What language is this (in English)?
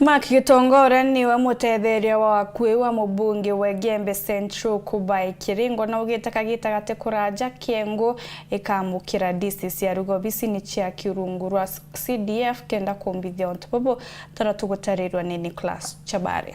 Meru